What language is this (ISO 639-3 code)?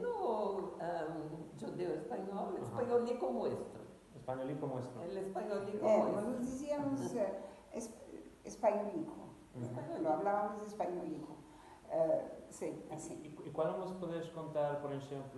lad